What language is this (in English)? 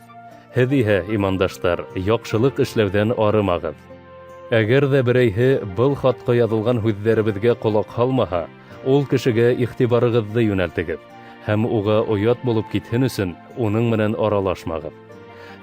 Bashkir